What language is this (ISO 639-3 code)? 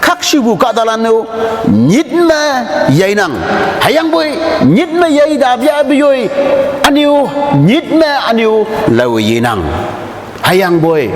nbe